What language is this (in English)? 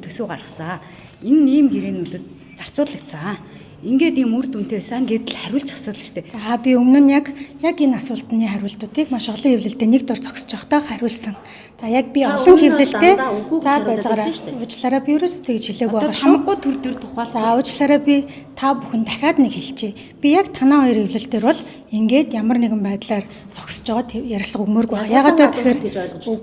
Mongolian